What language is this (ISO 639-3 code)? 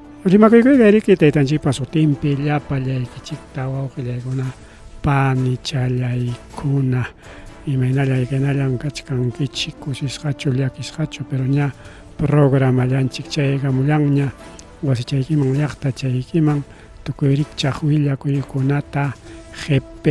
quy